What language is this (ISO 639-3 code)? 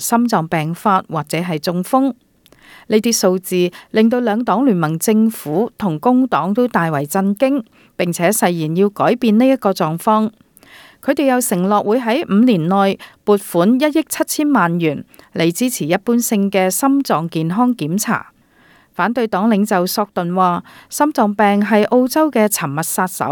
yue